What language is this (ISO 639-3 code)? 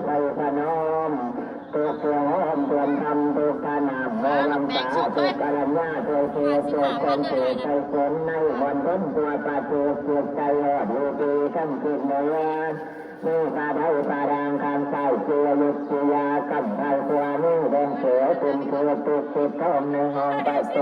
tts